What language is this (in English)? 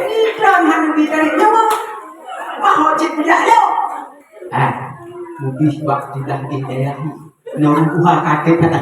Achinese